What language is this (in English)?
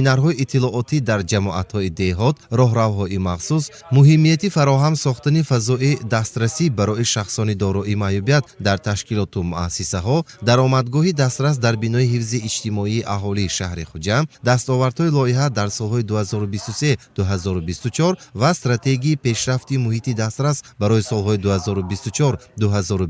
Tajik